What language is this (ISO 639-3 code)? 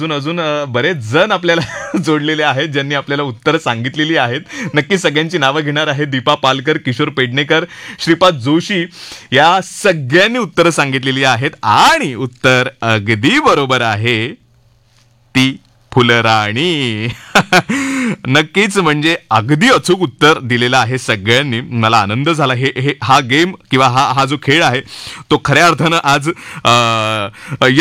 mar